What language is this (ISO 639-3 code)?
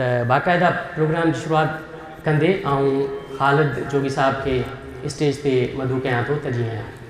snd